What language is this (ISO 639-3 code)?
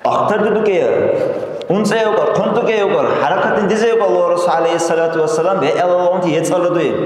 dar